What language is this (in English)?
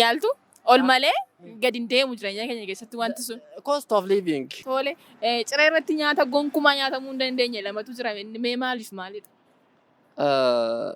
Oromo